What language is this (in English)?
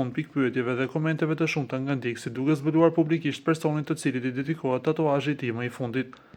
Albanian